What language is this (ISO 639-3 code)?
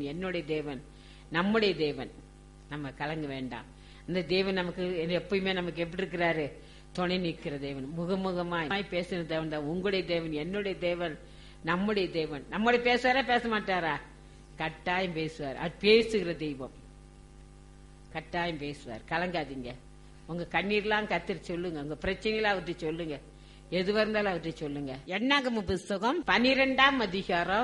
tam